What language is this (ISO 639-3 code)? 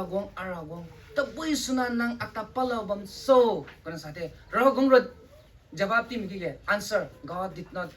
nbu